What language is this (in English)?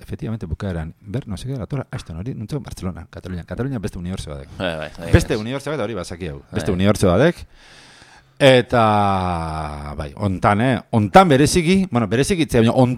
Basque